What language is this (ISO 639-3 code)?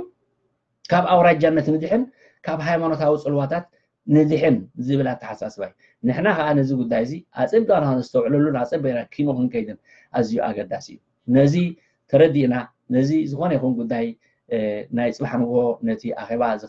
tir